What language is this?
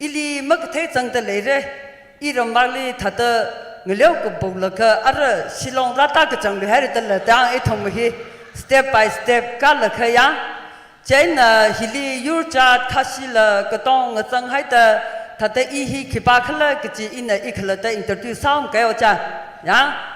Tangkhul Naga (India)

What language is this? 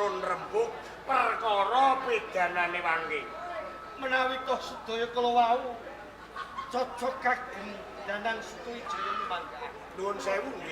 Javanese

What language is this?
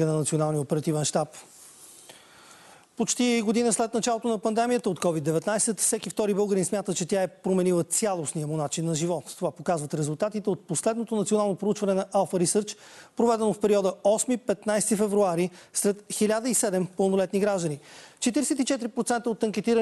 Bulgarian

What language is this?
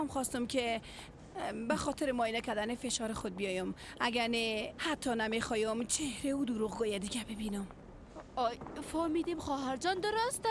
Persian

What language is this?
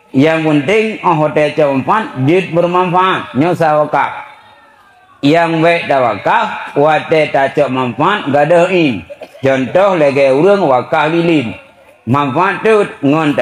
Achinese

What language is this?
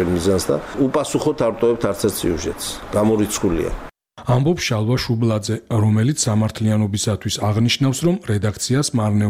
Georgian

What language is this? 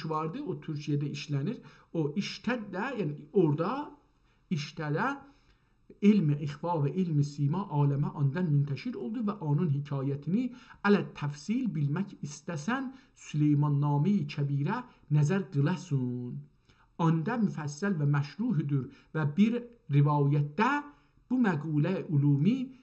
South Azerbaijani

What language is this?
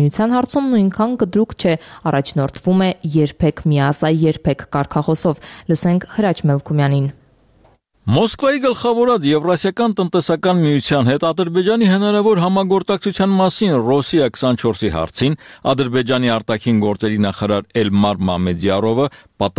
Armenian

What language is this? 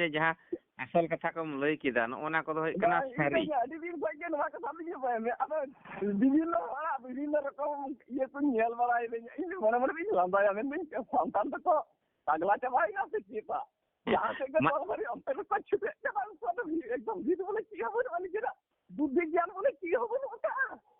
Santali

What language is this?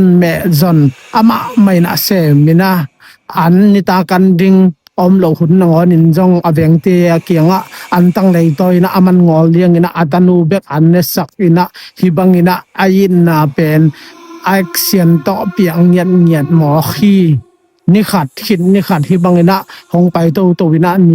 Tedim Chin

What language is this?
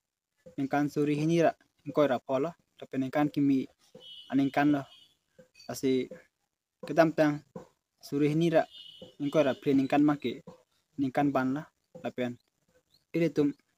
Karbi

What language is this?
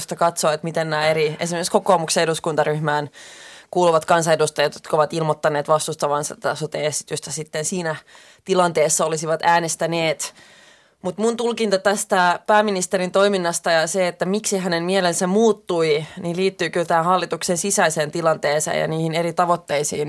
Finnish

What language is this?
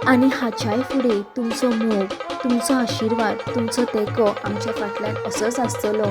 Konkani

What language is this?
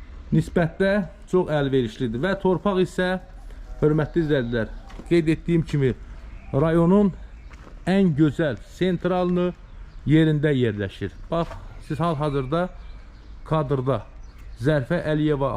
Azerbaijani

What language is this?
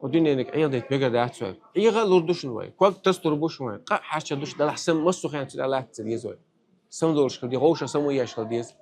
Chechen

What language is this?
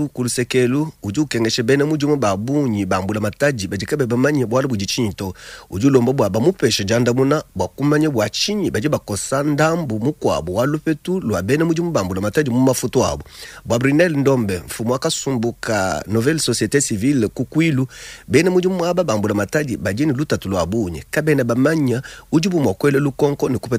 Luba-Lulua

